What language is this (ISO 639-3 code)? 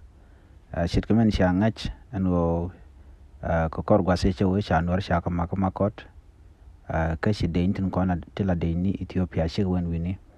nus